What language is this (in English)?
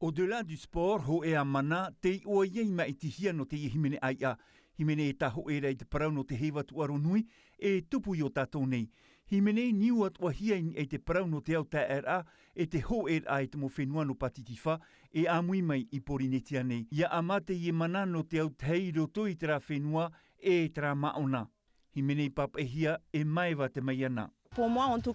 Tahitian